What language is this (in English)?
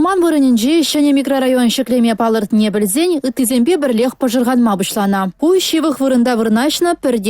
Chuvash